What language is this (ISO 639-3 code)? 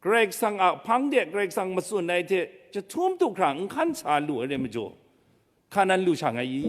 kac